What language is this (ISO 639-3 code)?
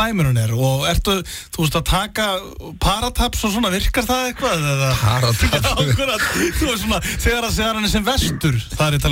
isl